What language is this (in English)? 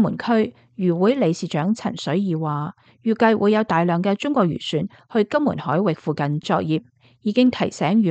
Cantonese